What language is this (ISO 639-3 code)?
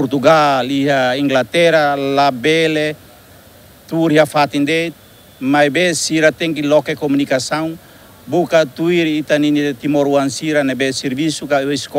tet